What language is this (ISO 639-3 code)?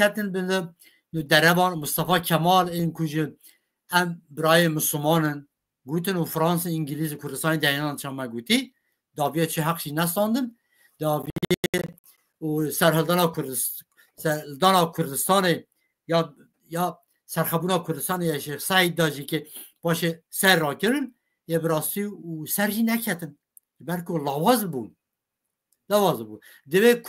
kur